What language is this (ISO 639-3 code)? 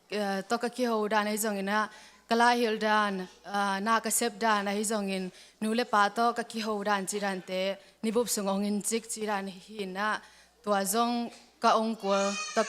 ctd